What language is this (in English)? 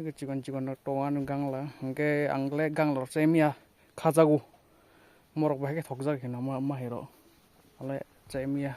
Kok Borok